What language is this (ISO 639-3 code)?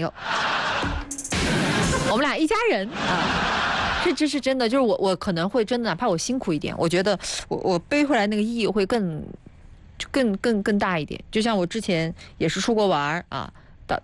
zho